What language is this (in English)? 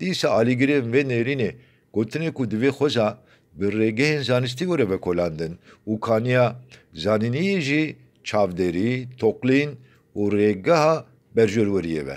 Kurdish